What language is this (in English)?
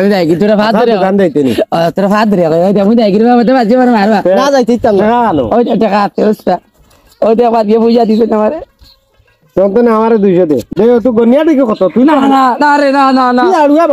Sylheti